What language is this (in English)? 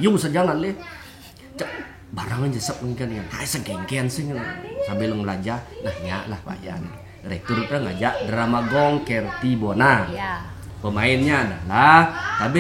Balinese